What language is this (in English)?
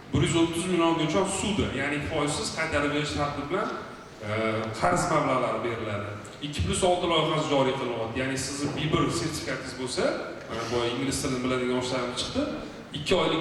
Uzbek